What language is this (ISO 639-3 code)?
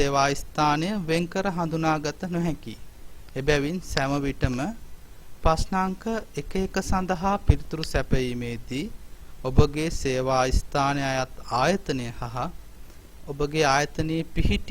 sin